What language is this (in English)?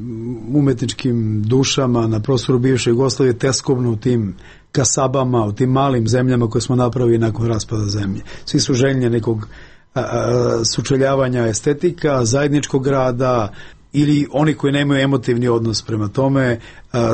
Serbian